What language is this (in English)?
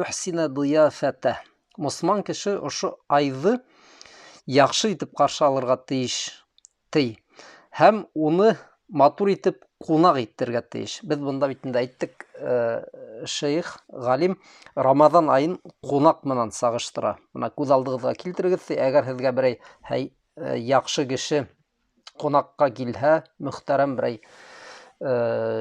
Bashkir